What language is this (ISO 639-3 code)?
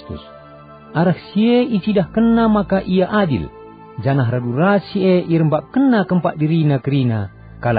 btx